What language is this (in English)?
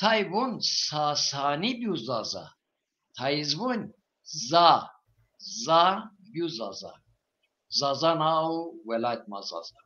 Zaza